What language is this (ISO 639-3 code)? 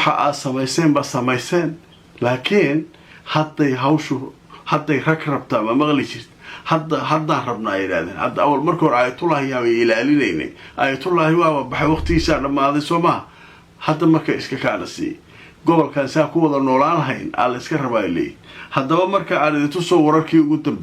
som